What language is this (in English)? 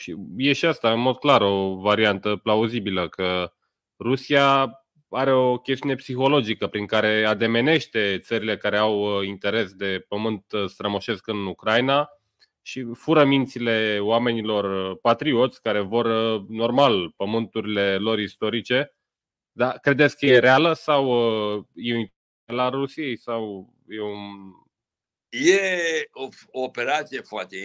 Romanian